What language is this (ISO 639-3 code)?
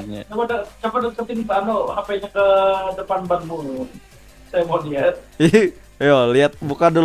bjn